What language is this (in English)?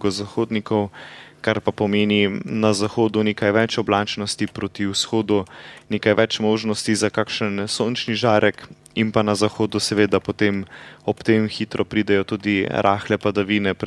Slovenian